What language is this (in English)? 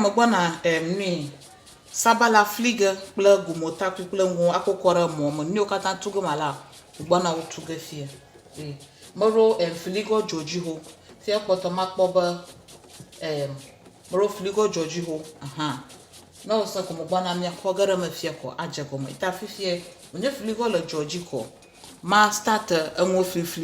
Ewe